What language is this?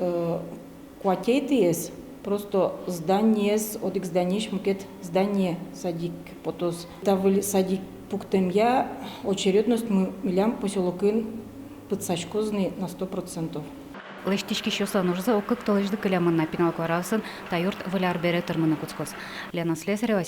Udmurt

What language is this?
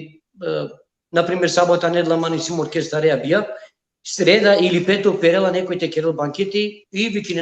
Balkan Romani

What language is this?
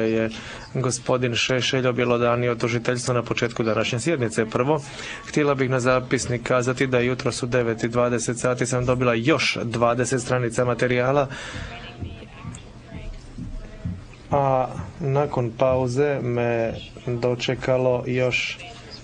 Croatian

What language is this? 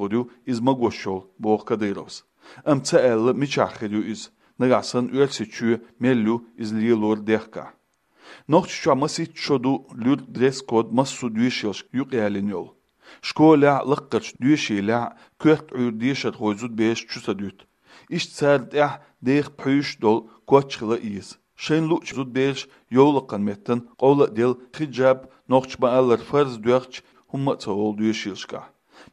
Chechen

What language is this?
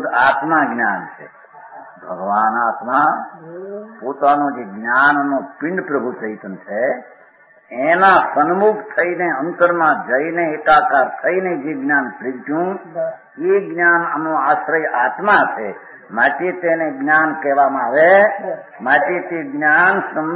Gujarati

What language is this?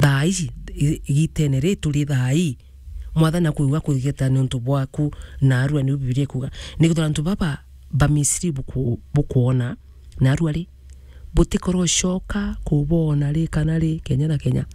Meru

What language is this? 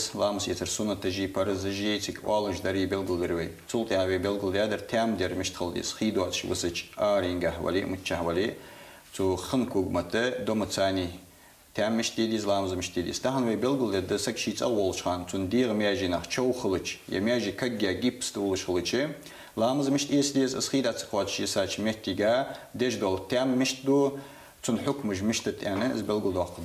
Ingush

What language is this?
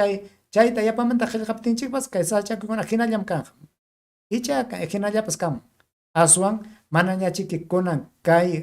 Ayacucho Quechua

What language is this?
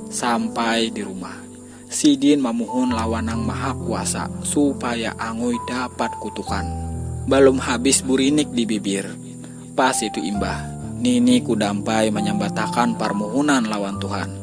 Banjar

